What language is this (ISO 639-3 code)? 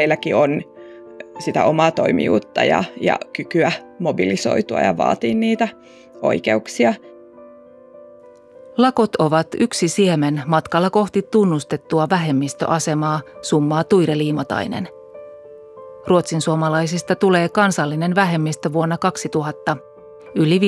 fin